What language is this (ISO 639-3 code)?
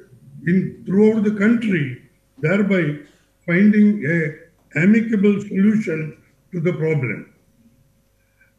eng